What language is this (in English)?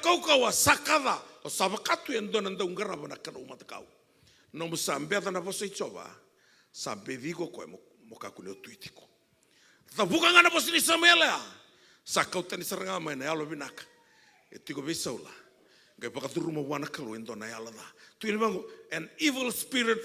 Fijian